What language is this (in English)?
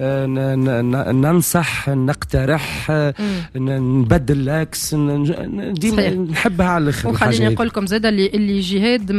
Tunisian Arabic